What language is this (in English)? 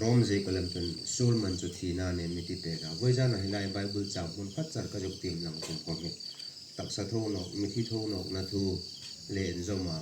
Hmar